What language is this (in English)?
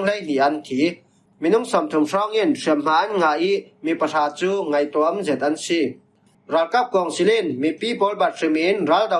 Falam Chin